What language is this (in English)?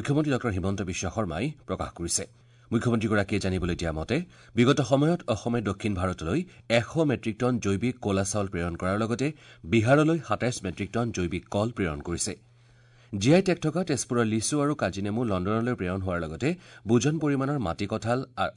Assamese